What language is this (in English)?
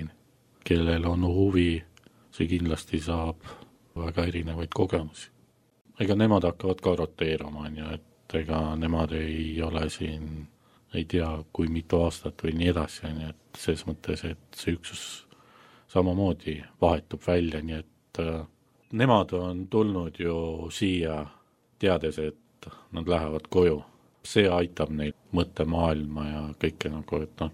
Estonian